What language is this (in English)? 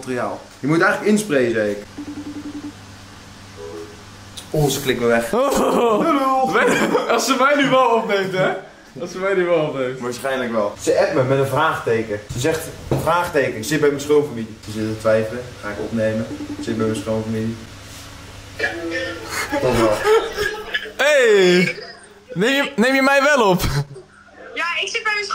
Dutch